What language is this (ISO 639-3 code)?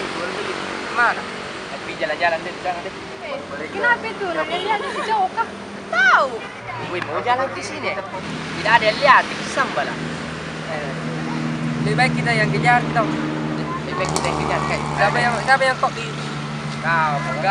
mfp